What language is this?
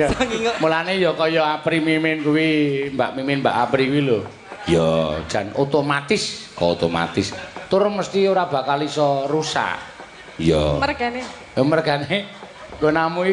Javanese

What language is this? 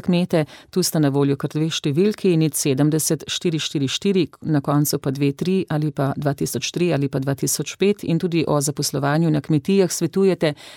Slovenian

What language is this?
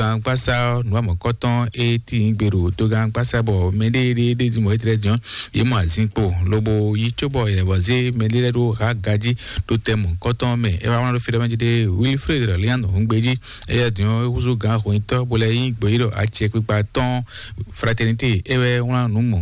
Fon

